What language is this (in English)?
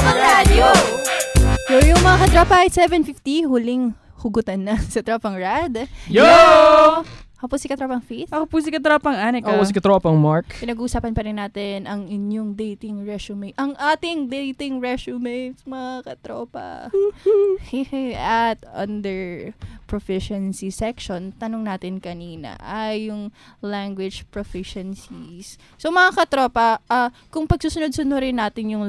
Filipino